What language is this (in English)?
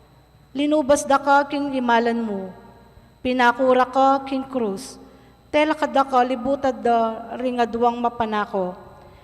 Pampanga